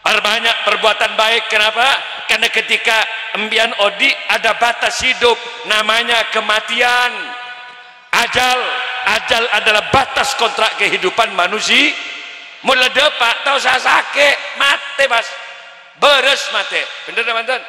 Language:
Madurese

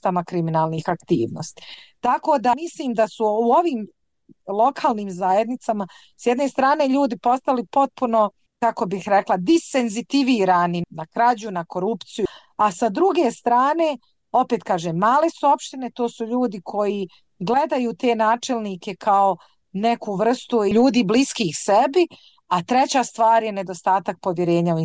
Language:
Bosnian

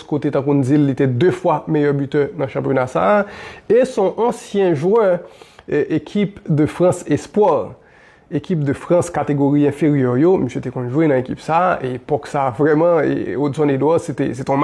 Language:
Haitian Creole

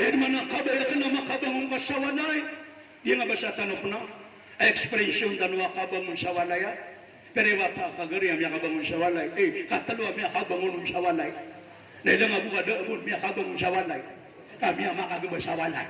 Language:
Maranao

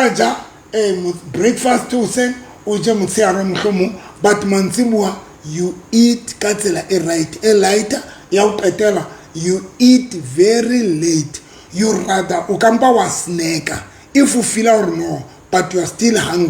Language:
Southern Sotho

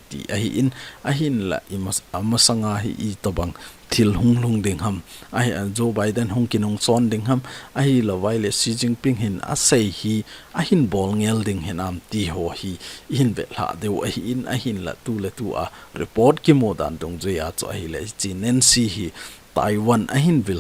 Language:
Thado Chin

